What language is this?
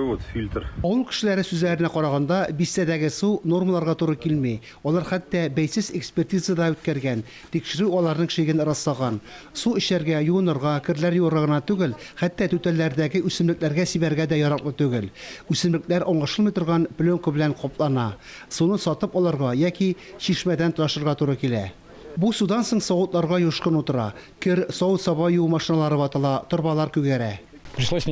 Tatar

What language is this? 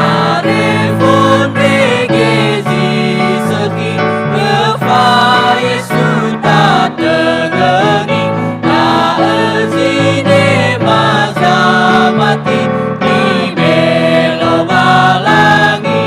Nias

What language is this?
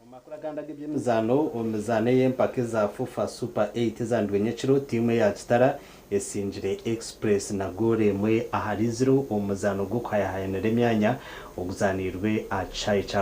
Nyankole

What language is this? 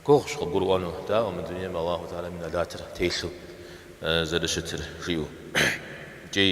Kabardian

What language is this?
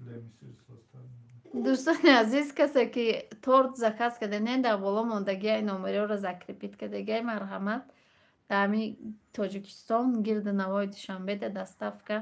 Tajik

